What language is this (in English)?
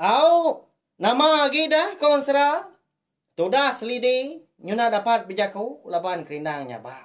Iban